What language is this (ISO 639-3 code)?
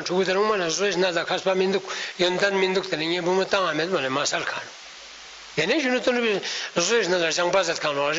lbj